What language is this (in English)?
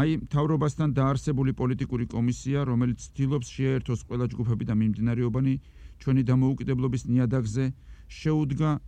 Georgian